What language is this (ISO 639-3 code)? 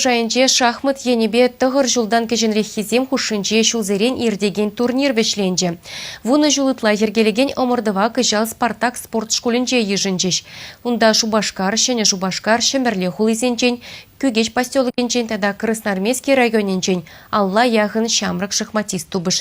chv